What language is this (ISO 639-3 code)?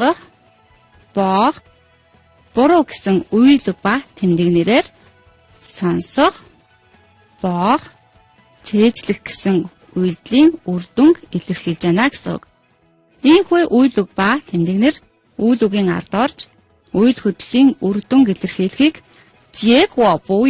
mon